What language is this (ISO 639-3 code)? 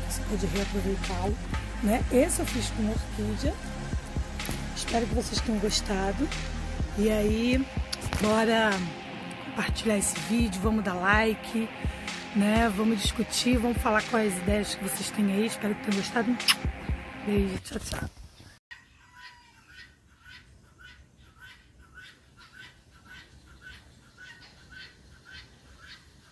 por